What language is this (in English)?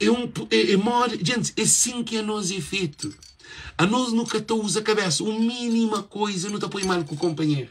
Kabuverdianu